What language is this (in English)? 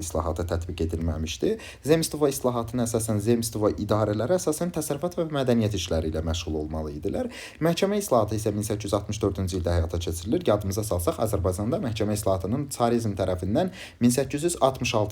Azerbaijani